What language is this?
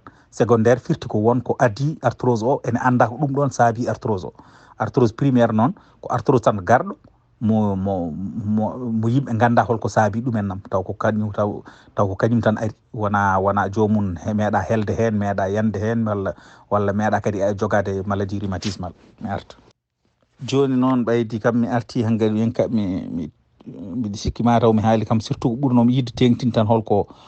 Fula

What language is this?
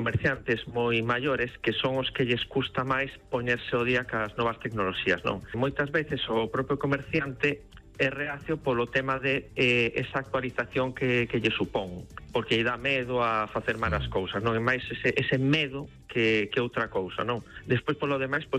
Galician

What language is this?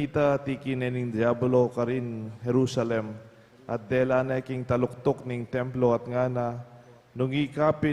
Pampanga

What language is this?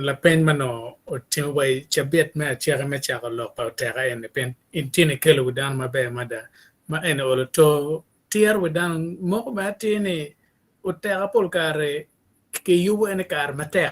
Acoli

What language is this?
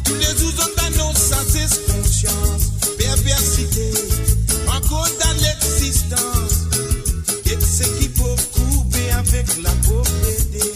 Morisyen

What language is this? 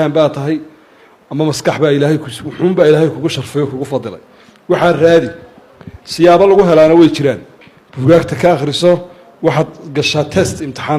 Somali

